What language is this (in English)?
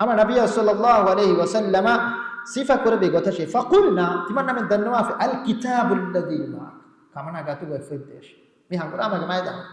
Divehi